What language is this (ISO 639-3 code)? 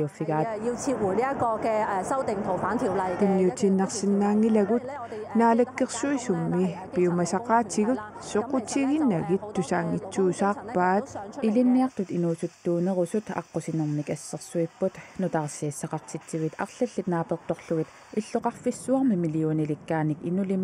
kal